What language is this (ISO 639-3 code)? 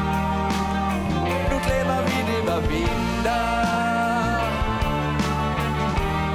dan